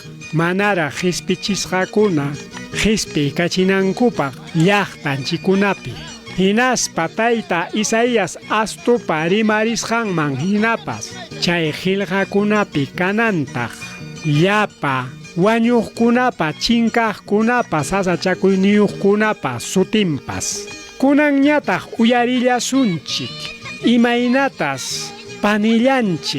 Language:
Ayacucho Quechua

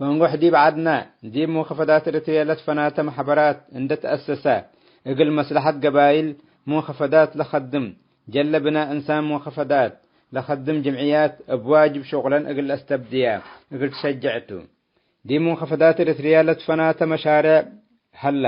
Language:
Tigre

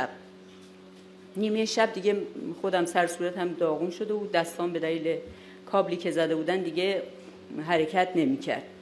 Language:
Persian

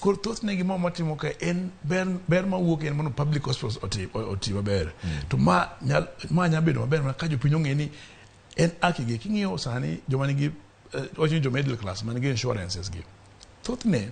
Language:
Luo (Kenya and Tanzania)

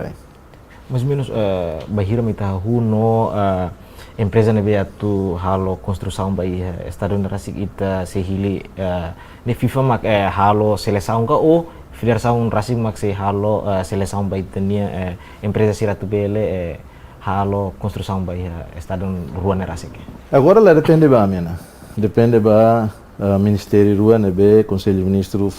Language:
Tetum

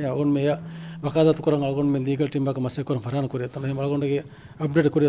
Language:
Divehi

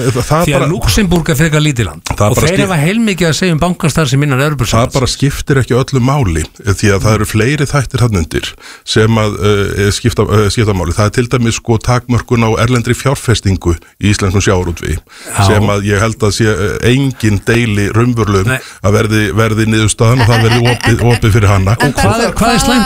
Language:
Icelandic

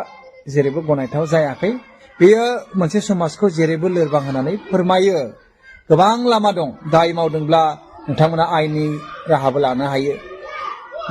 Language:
Bodo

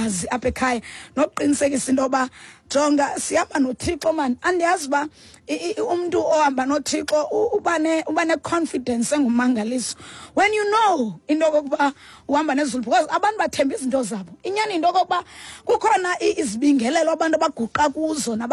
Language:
Xhosa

